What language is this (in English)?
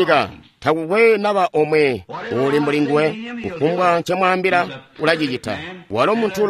Tonga (Zambia)